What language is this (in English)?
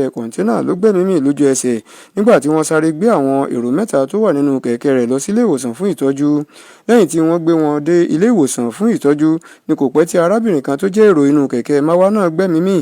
Yoruba